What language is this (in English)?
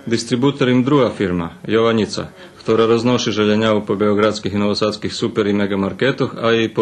Rusyn